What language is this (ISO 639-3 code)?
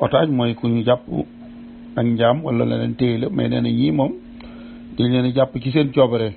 wol